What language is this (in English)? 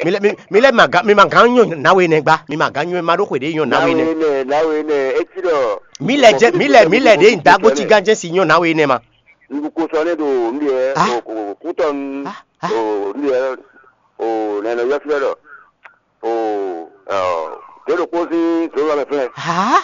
Fon